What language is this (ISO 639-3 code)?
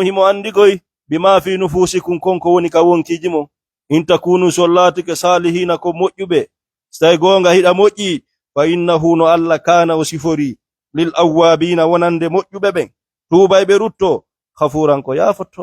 ful